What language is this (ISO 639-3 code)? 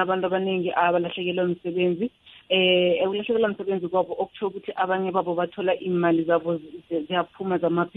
nbl